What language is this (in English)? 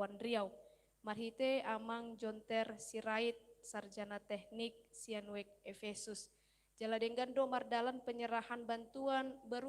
Batak Toba